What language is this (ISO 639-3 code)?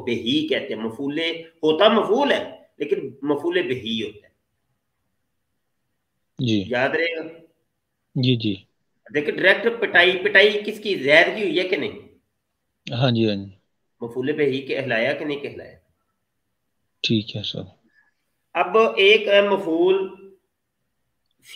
urd